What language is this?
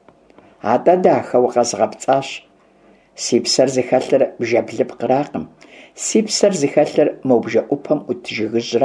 Kabardian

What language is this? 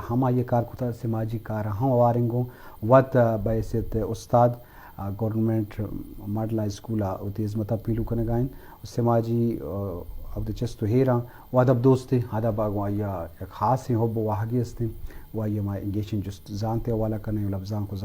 Eastern Balochi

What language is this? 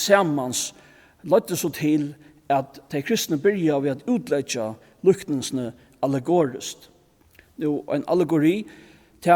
Faroese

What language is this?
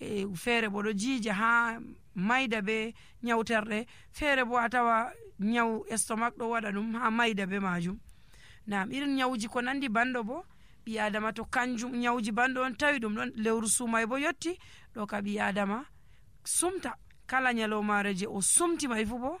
Nigerian Fulfulde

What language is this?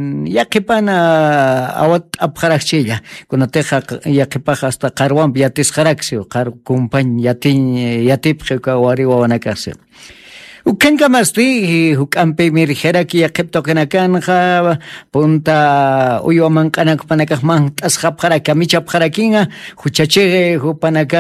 Aymara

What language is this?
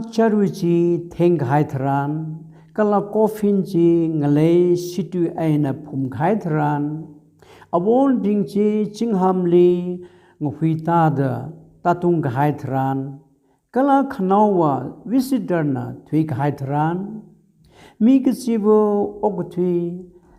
Tangkhul Naga (India)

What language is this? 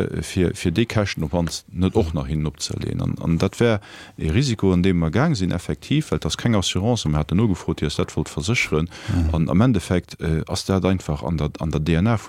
Luxembourgish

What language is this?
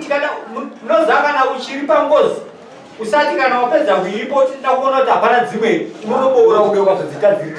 Shona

